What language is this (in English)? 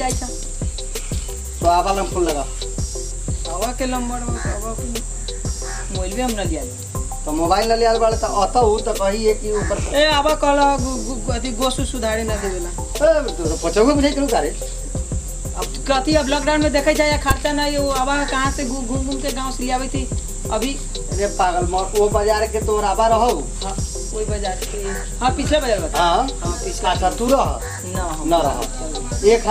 Bhojpuri